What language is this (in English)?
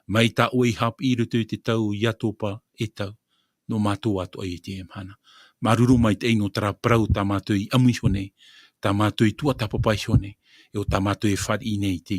Tahitian